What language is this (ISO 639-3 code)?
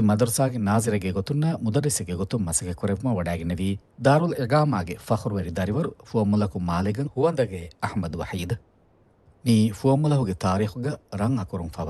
div